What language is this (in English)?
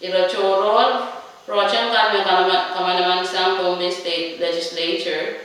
Pohnpeian